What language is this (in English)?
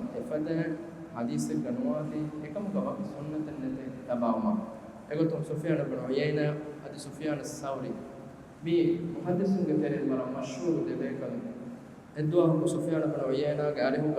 Divehi